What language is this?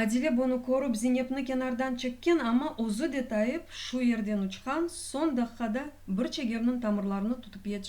Crimean Tatar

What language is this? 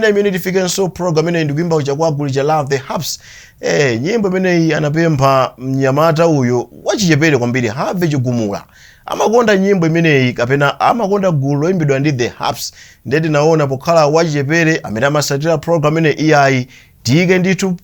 Nyanja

